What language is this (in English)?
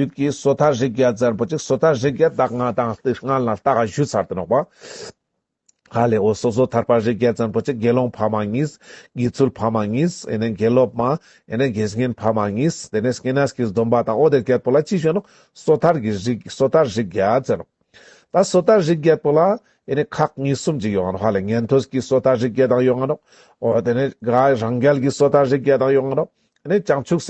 Ladakhi